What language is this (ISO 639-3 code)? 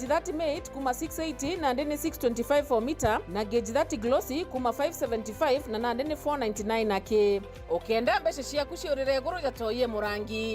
mer